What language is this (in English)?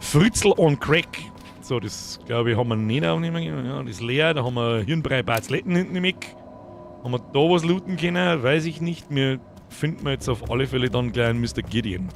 Bavarian